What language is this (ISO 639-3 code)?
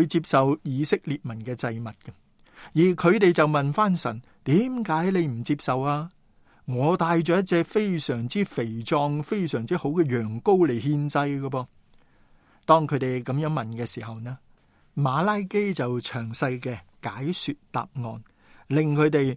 yue